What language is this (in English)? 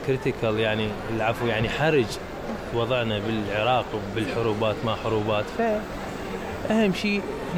Mesopotamian Arabic